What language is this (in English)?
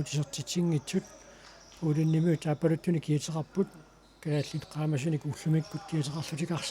Kalaallisut